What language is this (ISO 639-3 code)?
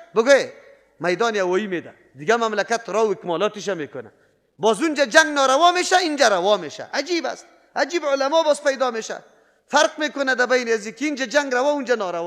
fas